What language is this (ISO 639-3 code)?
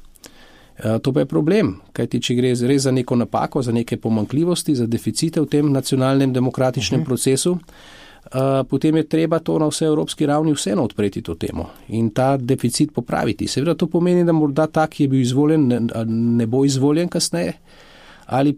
slv